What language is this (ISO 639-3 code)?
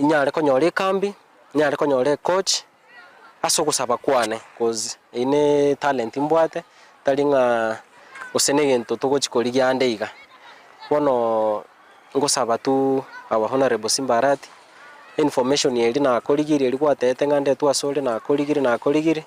guz